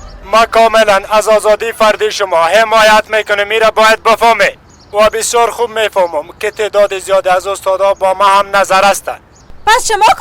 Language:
Persian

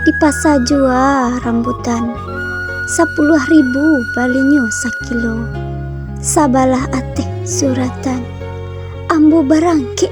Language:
Minangkabau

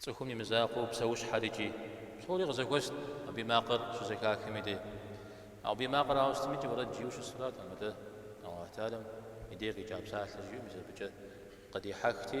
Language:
Kabardian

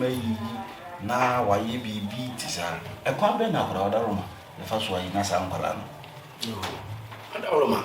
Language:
Akan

